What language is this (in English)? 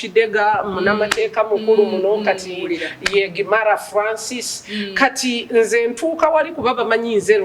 Ganda